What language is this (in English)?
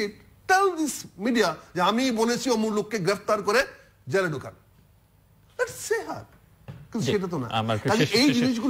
Bangla